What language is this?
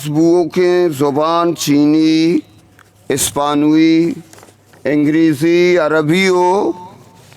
Eastern Balochi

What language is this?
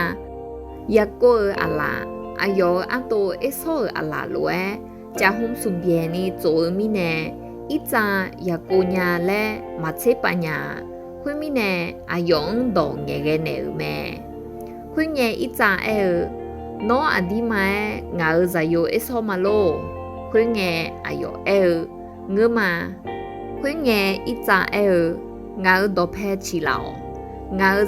Akha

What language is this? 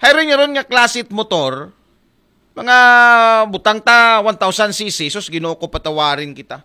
Aklanon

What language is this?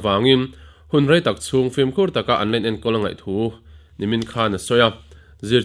Mizo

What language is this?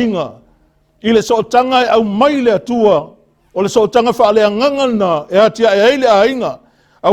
Samoan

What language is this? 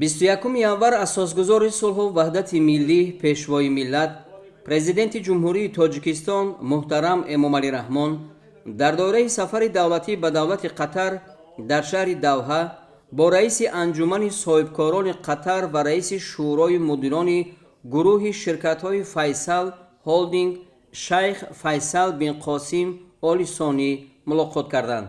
Tajik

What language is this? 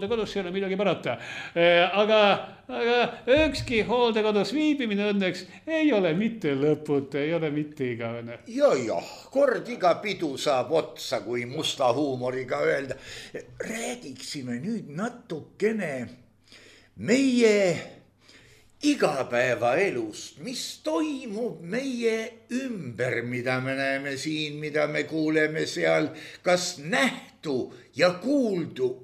Estonian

